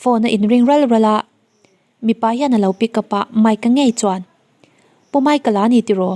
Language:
Mizo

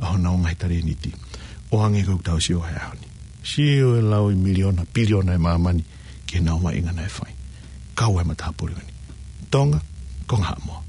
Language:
Tongan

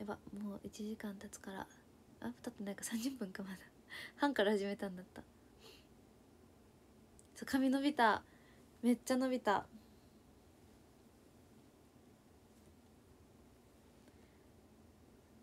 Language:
Japanese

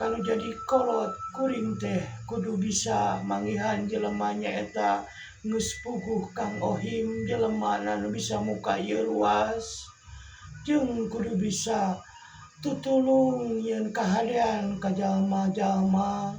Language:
Sundanese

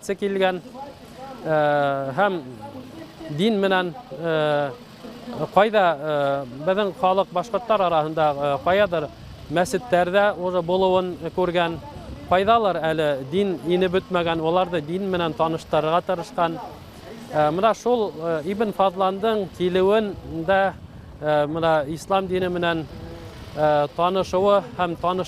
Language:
Bashkir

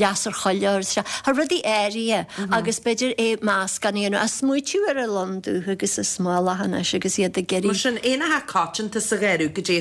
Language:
Irish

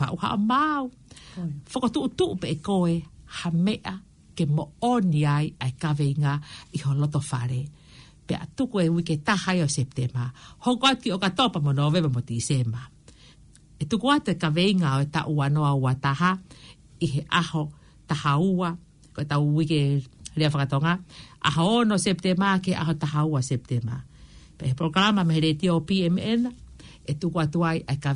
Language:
Tongan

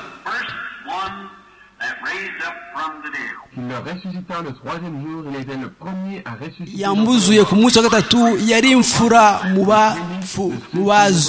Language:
Kinyarwanda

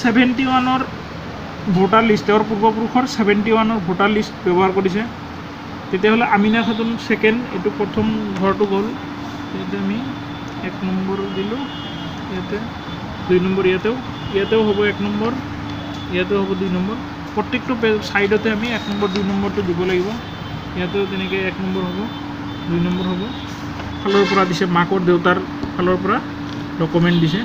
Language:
Assamese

